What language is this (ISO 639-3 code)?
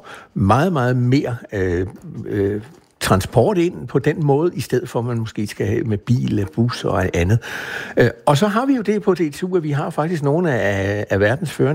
dan